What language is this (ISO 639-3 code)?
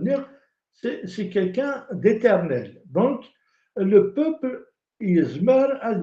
kab